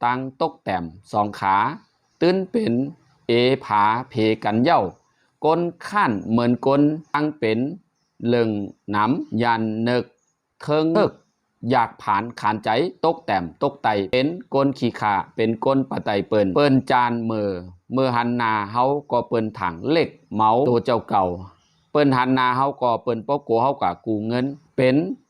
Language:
Shan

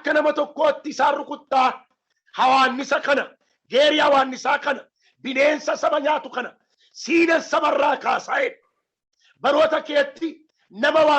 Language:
Oromo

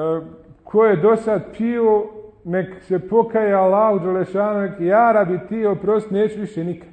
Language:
Bosnian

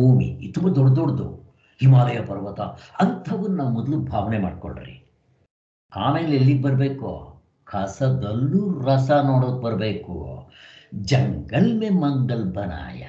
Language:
Kannada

